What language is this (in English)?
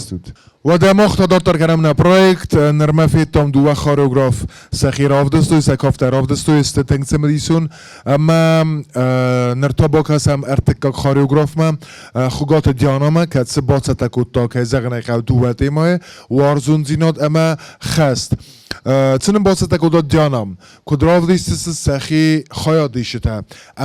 Ossetic